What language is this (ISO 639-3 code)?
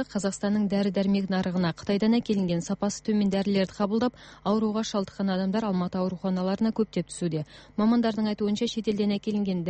kaz